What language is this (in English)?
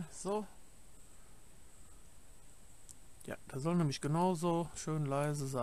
German